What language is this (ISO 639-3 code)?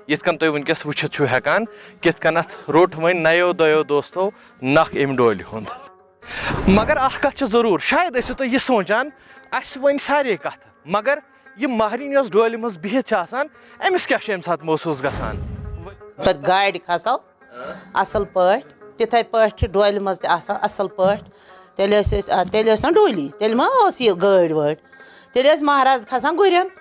kas